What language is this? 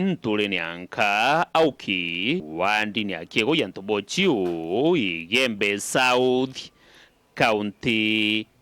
Meru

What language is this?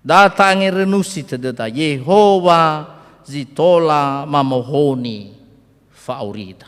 Nias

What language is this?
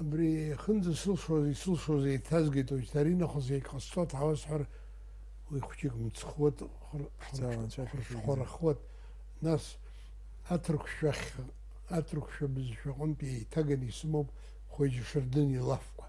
Abkhazian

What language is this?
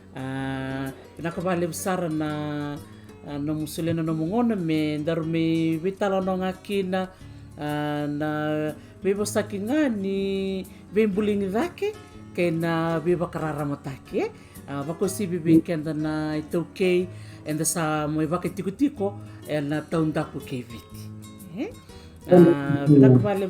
Fijian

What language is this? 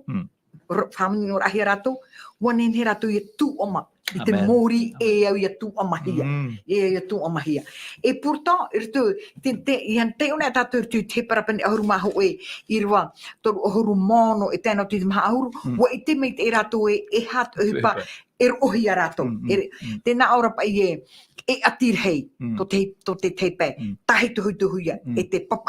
Tahitian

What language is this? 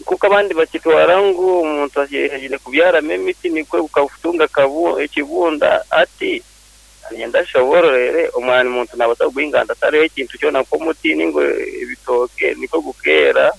Nyoro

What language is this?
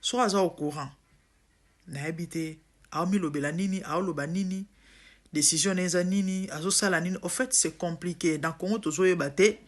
Lingala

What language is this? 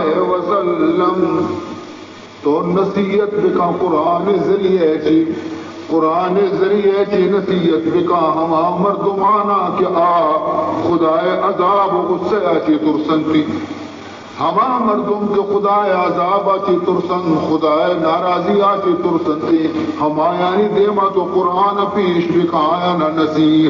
Baluchi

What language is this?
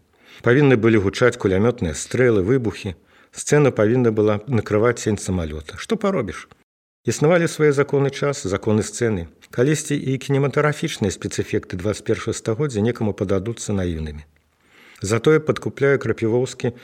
Belarusian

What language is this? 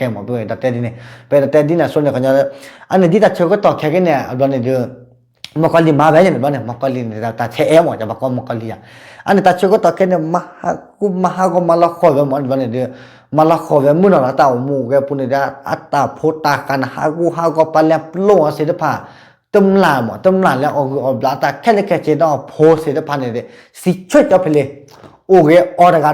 S'gaw Karen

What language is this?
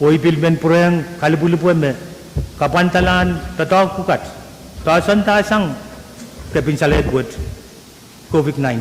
Pohnpeian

